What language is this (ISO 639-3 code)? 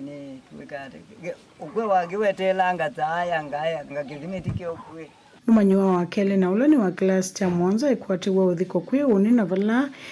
kam